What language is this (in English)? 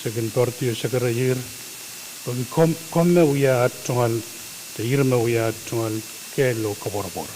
Pohnpeian